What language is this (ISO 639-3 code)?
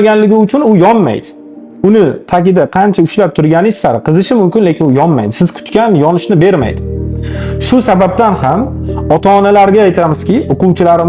uzb